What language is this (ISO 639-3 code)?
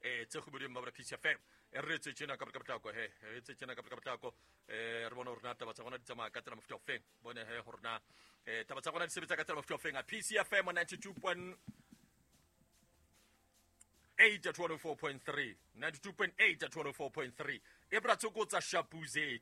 sot